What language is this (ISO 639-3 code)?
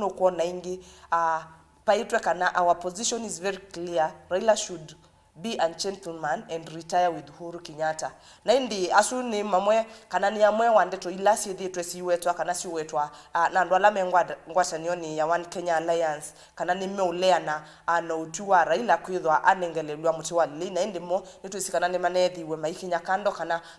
kam